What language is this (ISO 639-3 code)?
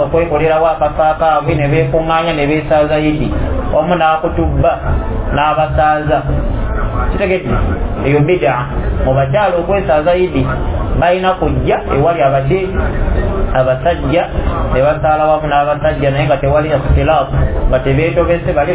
lug